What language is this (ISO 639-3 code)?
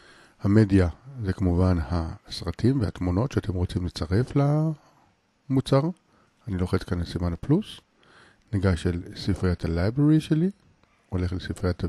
heb